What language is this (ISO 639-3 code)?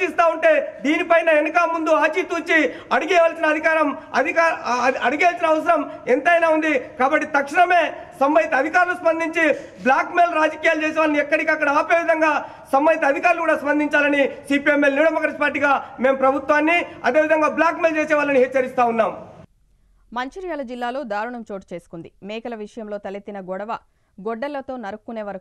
tel